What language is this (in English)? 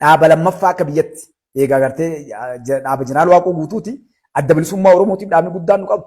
Oromo